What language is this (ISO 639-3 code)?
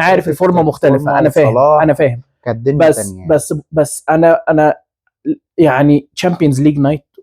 arz